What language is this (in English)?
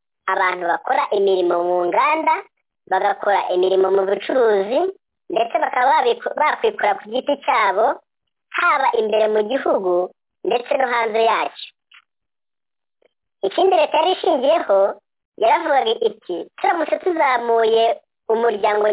Kinyarwanda